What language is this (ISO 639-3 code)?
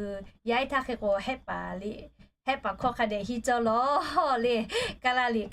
lhu